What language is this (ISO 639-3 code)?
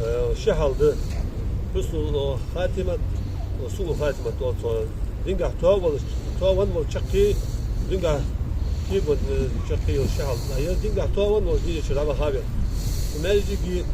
inh